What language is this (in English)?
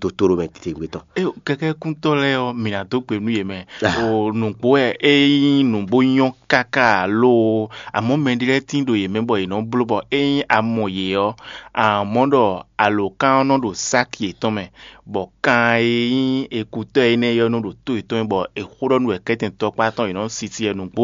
Fon